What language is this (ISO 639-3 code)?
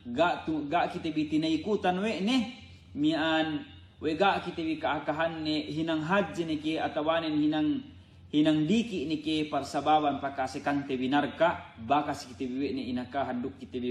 yka